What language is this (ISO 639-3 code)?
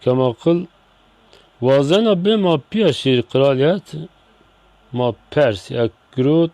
zza